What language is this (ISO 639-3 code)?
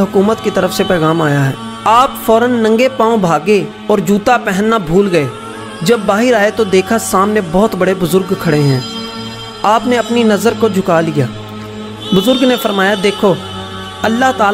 urd